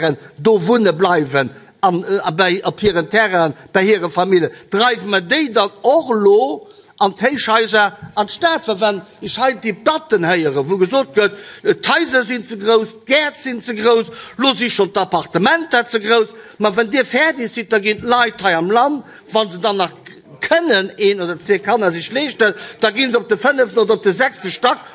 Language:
Luxembourgish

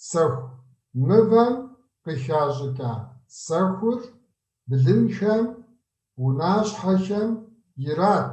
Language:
Kabardian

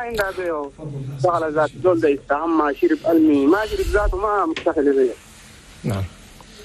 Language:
Chadian Arabic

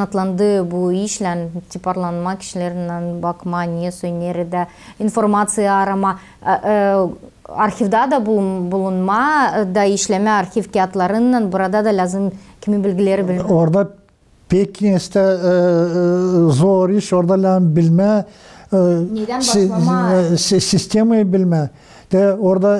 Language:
Gagauz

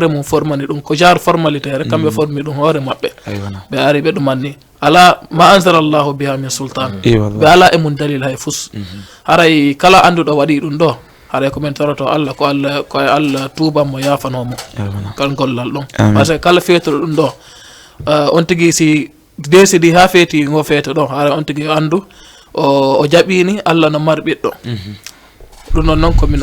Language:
Fula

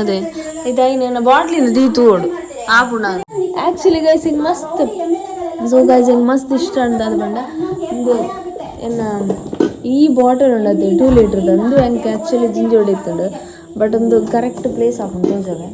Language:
Tulu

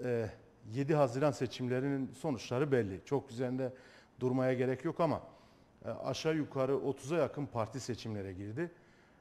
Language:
Turkish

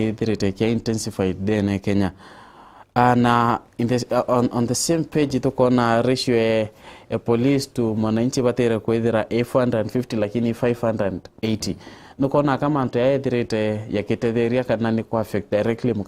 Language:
Meru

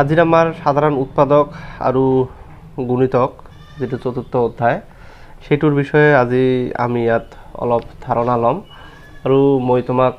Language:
Assamese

